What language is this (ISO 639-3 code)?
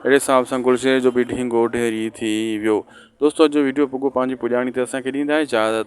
snd